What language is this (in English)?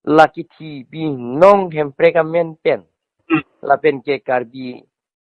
Karbi